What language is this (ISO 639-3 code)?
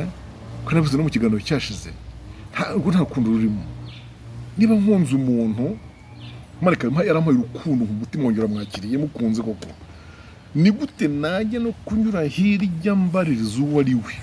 kin